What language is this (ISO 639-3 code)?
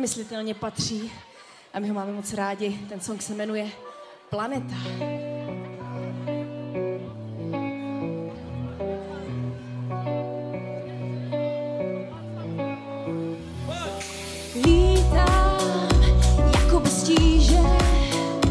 ces